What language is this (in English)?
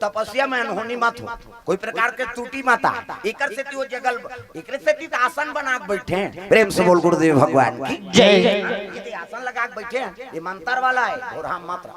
Chhattisgarhi